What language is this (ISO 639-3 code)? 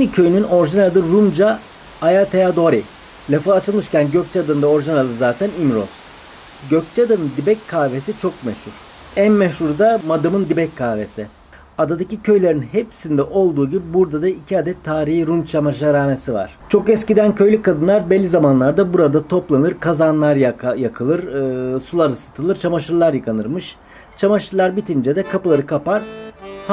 tur